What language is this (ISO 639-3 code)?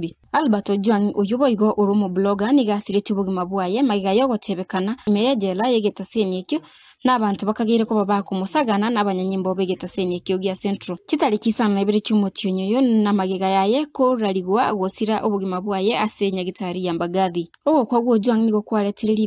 guz